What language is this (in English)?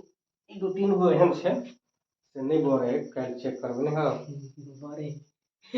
Maithili